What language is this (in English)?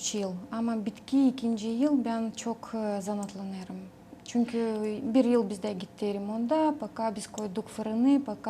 Gagauz